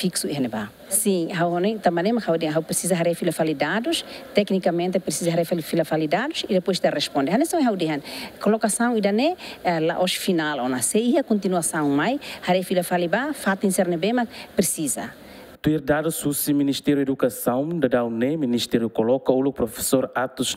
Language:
Tetum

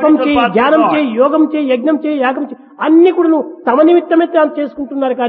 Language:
Telugu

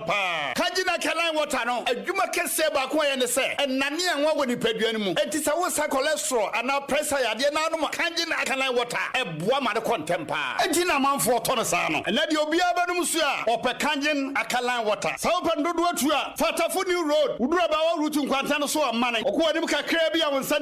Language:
Akan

